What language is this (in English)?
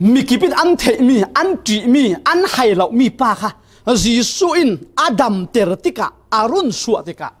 Falam Chin